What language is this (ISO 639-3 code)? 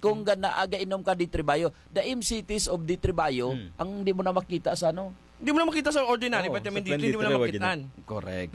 hil